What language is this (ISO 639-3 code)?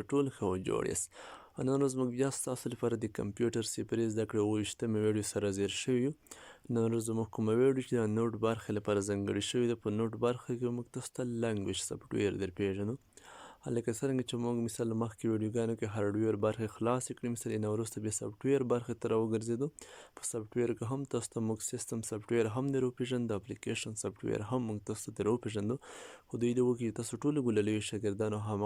pus